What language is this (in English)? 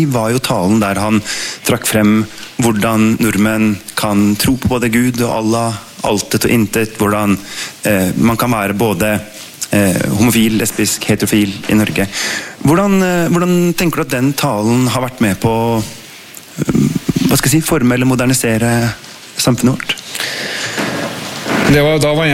Norwegian